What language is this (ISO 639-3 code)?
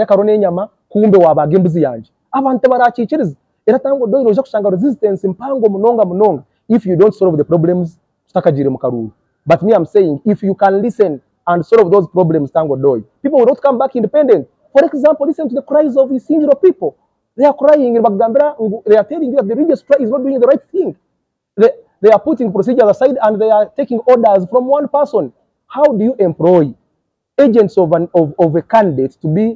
nyn